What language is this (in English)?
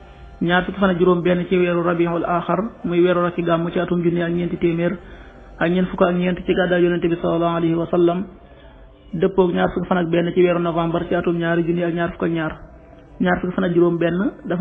Wolof